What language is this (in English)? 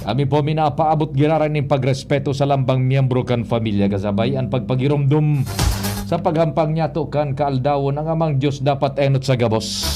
Bikol